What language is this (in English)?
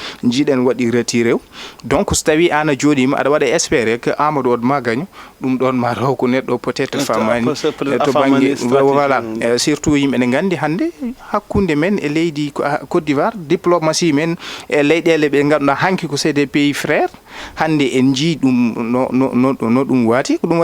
Fula